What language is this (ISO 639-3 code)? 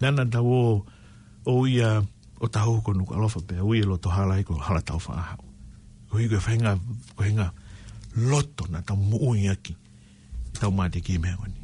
ton